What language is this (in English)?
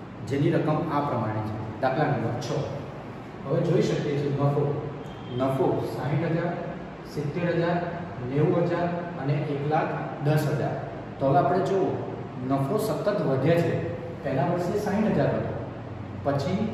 Gujarati